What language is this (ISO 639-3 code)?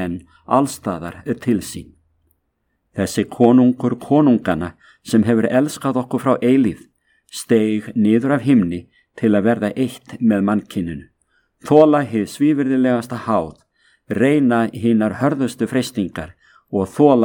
isl